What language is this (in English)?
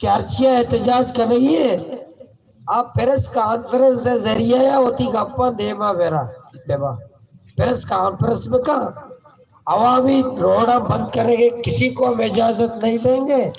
Baluchi